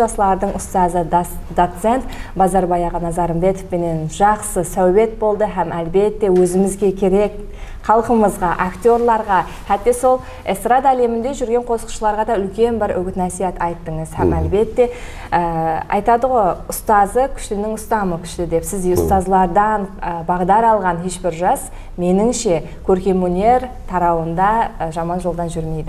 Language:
Kara-Kalpak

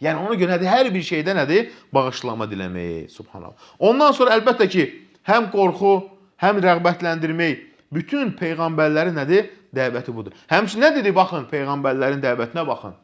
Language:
Azerbaijani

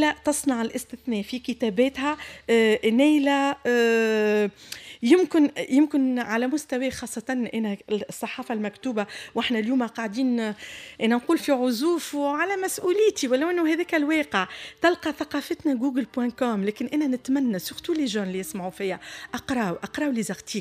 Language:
Tunisian Arabic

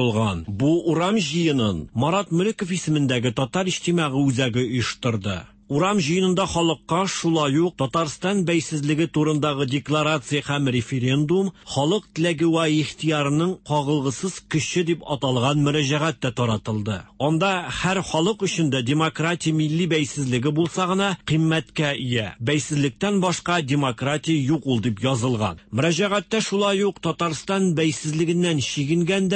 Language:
Tatar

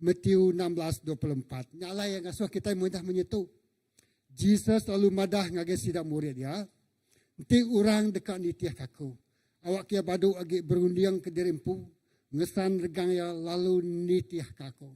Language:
Iban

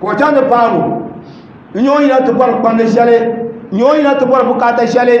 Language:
Dagbani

